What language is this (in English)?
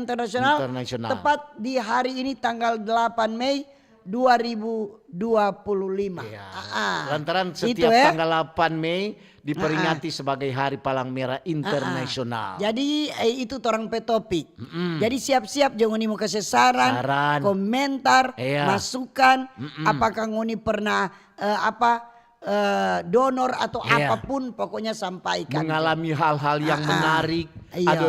Manado Malay